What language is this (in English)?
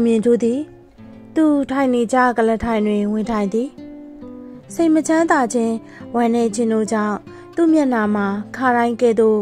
Burmese